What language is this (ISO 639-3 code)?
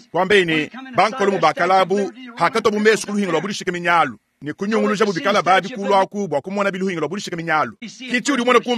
lua